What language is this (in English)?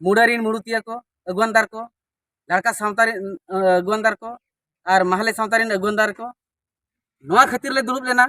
Santali